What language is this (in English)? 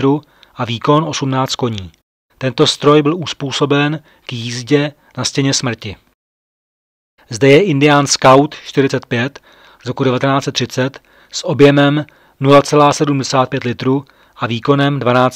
Czech